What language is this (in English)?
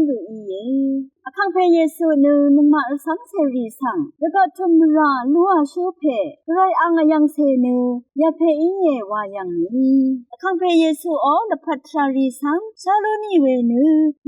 Rawang